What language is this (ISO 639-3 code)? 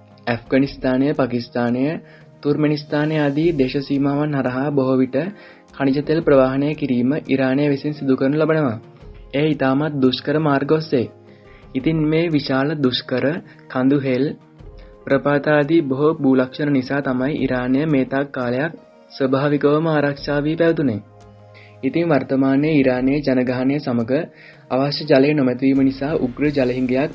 sin